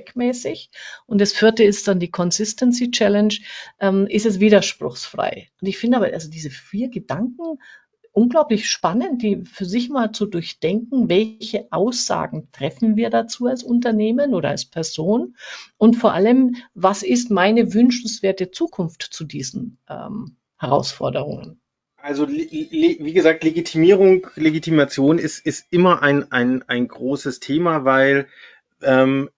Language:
German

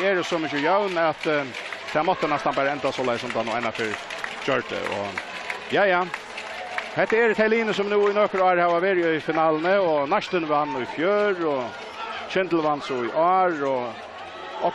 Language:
Faroese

